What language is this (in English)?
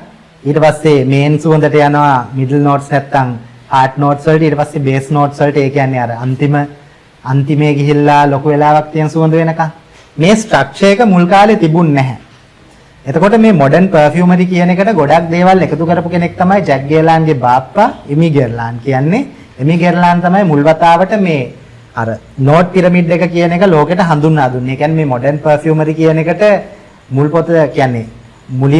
Sinhala